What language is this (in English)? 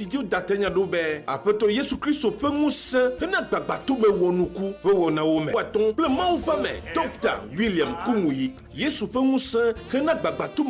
Ewe